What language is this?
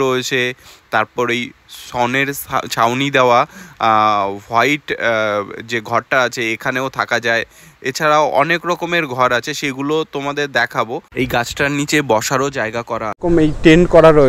Bangla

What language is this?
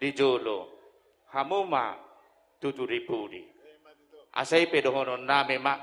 Batak Toba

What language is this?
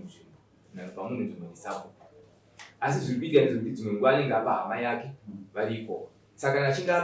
Shona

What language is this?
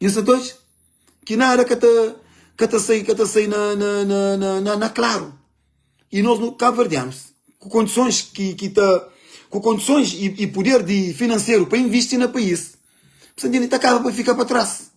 Kabuverdianu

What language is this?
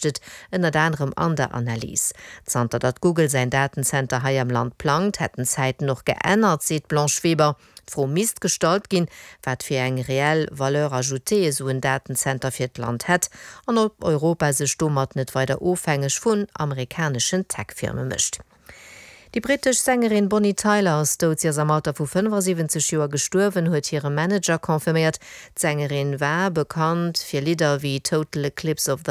Luxembourgish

